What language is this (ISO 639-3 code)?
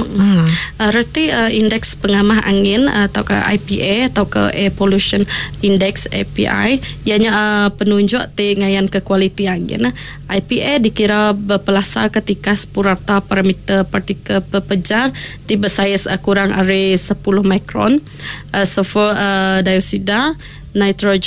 iba